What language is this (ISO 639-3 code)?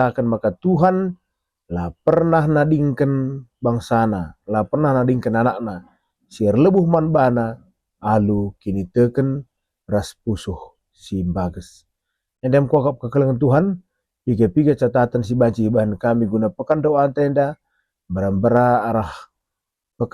btx